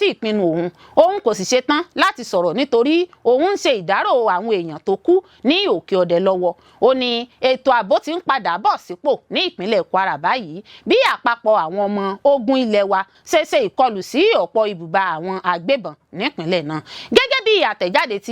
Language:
Yoruba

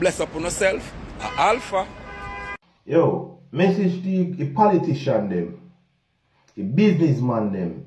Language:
Jamaican Creole English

